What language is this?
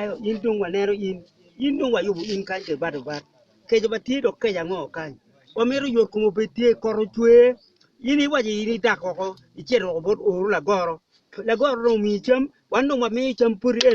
Acoli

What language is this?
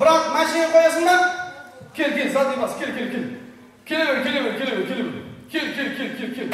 Kara-Kalpak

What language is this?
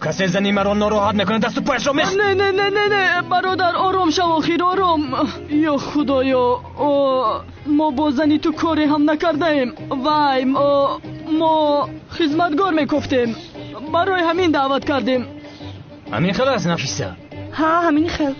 Tajik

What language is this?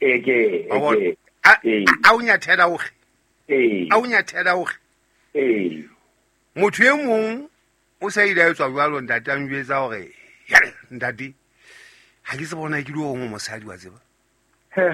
Southern Sotho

